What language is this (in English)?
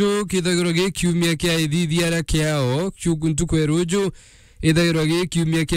Meru